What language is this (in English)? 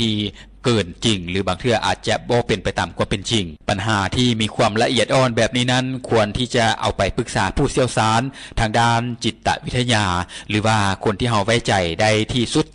Lao